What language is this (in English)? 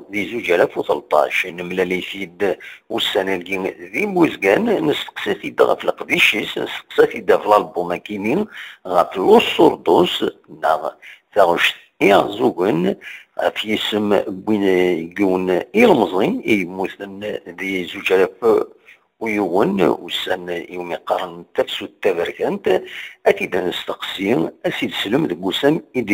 Kabyle